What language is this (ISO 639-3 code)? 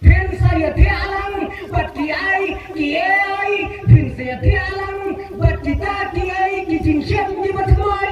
kha